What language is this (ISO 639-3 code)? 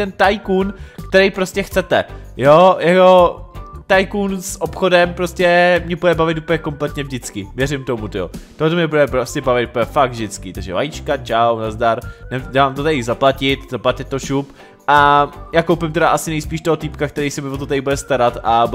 ces